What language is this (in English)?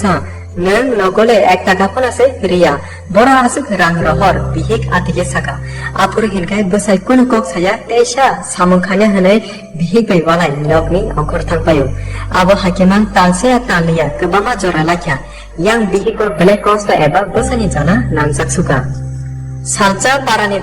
Kok Borok